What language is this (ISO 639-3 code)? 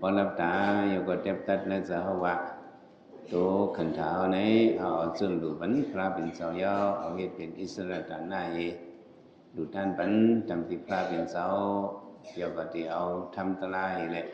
shn